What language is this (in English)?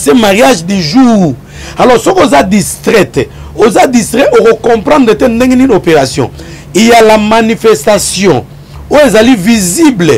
Lingala